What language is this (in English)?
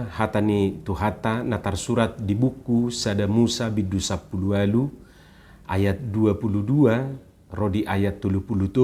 Batak Toba